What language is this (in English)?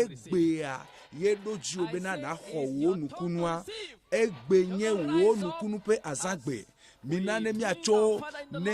Ewe